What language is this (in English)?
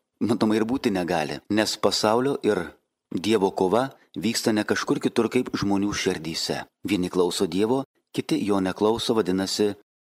Lithuanian